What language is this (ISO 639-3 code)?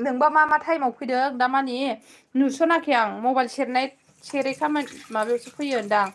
brx